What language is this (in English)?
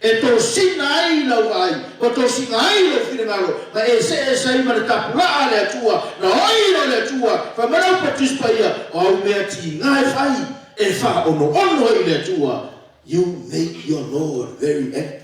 Samoan